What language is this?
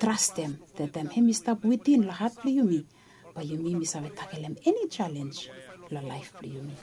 Bislama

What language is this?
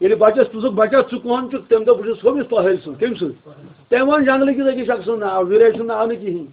Kashmiri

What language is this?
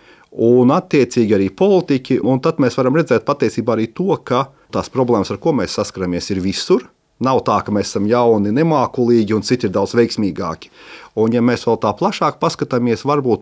Latvian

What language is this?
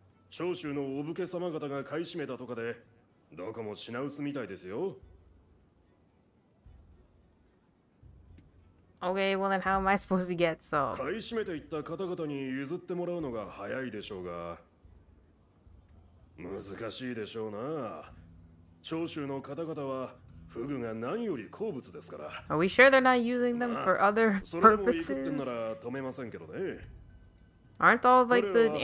Japanese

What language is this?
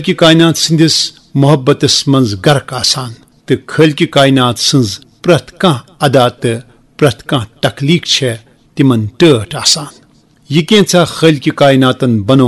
Kashmiri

